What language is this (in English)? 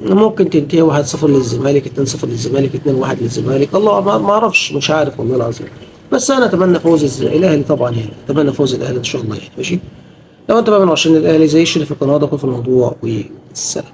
Egyptian Arabic